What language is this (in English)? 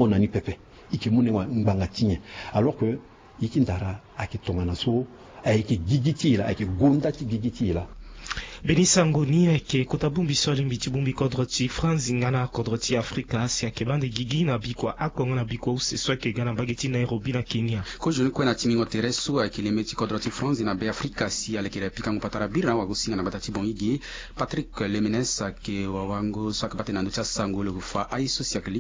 Sango